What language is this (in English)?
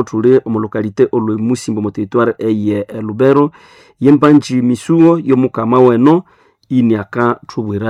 Nande